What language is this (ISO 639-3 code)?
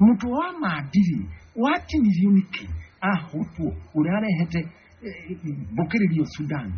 kik